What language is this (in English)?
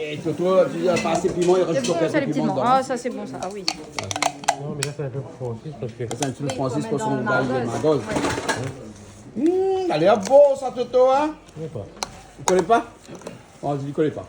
Réunion Creole French